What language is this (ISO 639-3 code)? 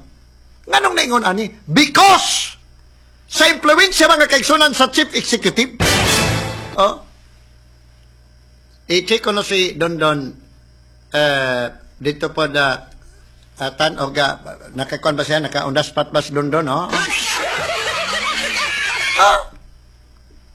ceb